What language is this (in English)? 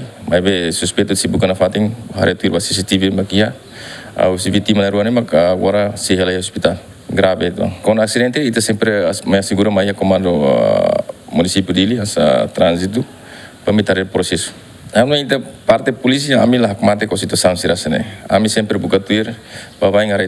Tetum